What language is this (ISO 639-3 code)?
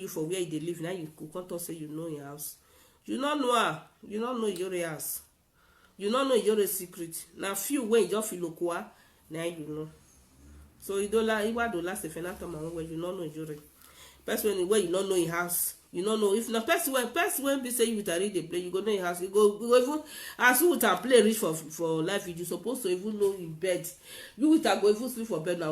pcm